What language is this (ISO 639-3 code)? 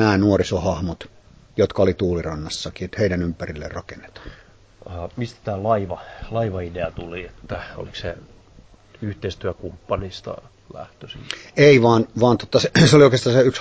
fin